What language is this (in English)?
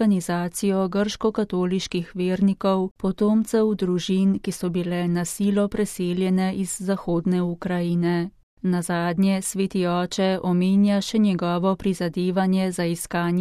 Slovenian